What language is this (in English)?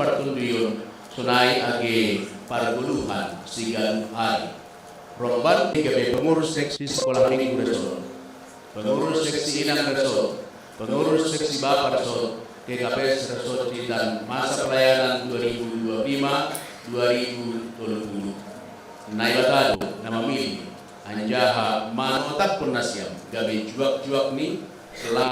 Batak Simalungun